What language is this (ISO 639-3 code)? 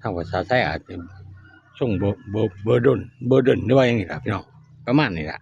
tts